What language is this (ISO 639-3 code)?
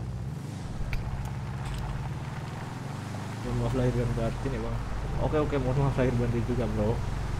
ind